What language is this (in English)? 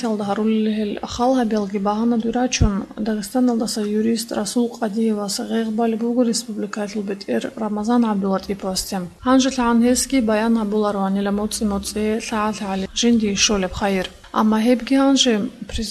Avaric